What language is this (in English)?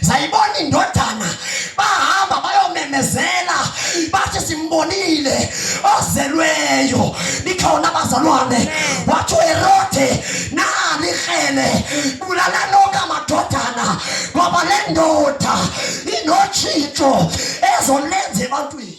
Zulu